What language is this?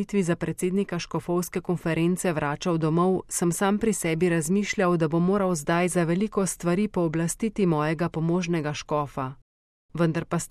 Slovenian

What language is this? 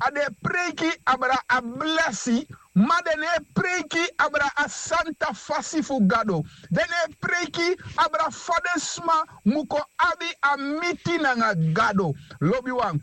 Sranan Tongo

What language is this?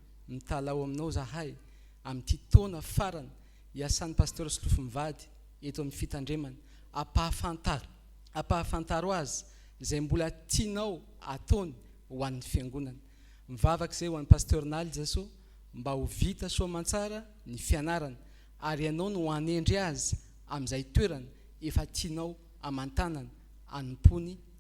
Malagasy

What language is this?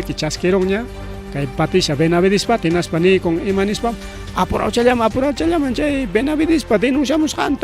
Ayacucho Quechua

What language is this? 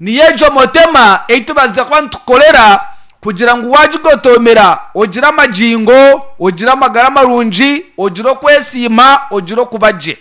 Nyankole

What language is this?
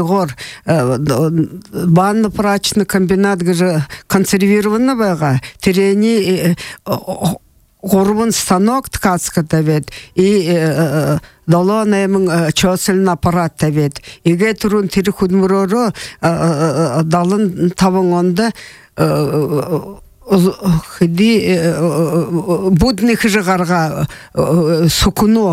Buriat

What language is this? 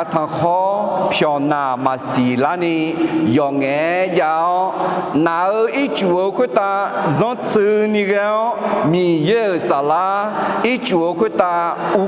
Akha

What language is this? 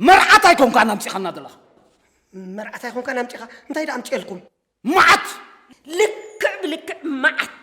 Tigrinya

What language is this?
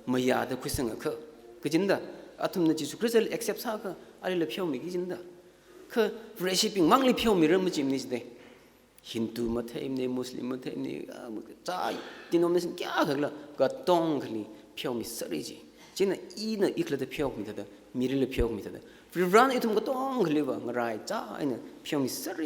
Tangkhul Naga (India)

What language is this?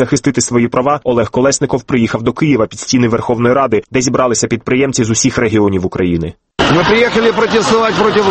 Ukrainian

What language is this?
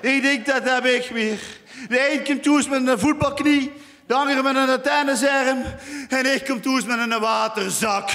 Limburgish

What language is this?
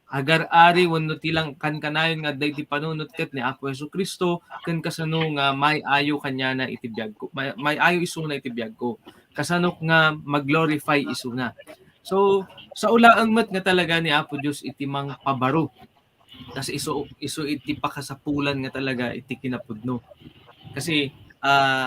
Iloko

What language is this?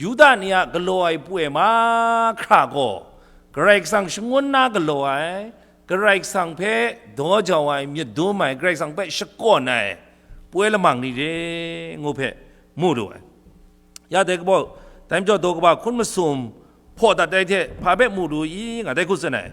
Kachin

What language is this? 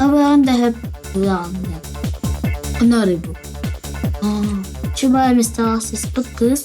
Yakut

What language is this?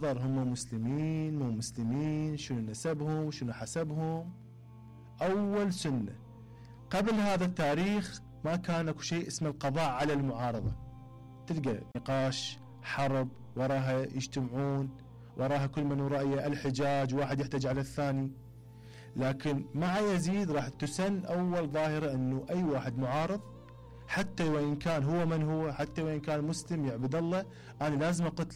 Mesopotamian Arabic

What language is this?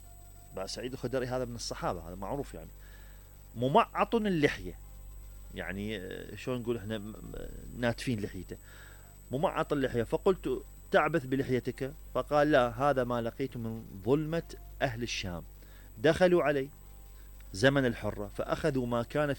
Mesopotamian Arabic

